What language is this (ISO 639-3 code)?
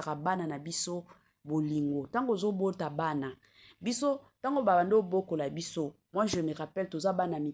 lin